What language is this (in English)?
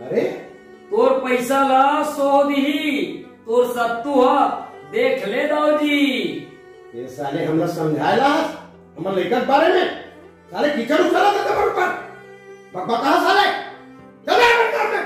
Chhattisgarhi